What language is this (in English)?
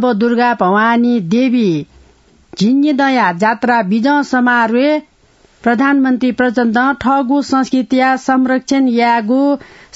Newari